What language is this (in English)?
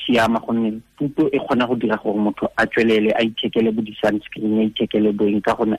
Tswana